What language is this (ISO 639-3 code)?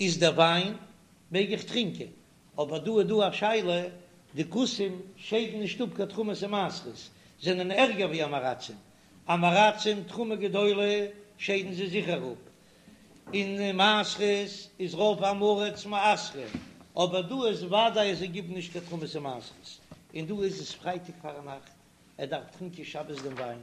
yid